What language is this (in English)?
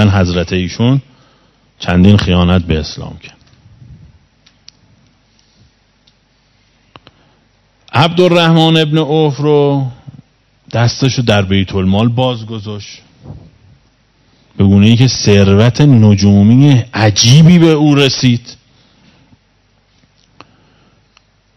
Persian